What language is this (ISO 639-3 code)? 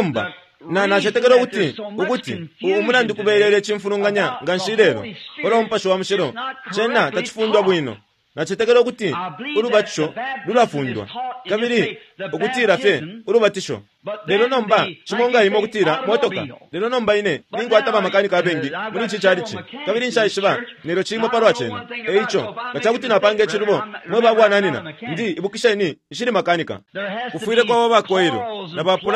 bem